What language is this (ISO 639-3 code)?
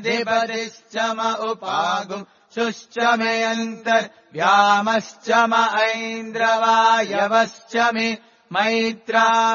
san